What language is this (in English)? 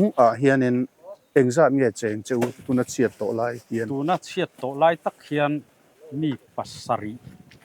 Mizo